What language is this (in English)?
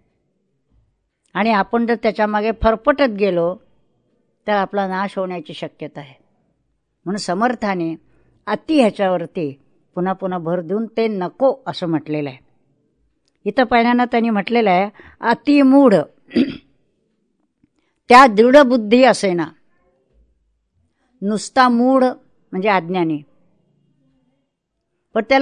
Marathi